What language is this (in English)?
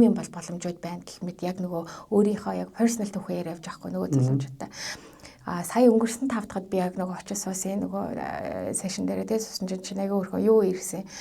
Mongolian